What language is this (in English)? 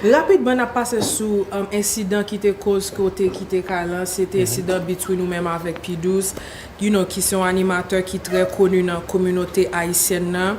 Haitian Creole